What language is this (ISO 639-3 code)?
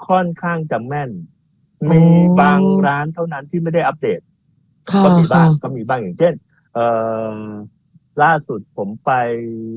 tha